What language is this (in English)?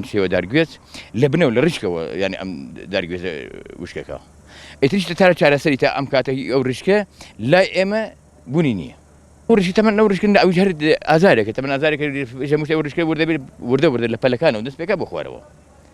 Central Kurdish